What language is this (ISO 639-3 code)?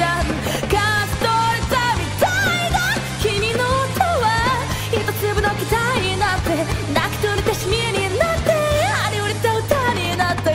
jpn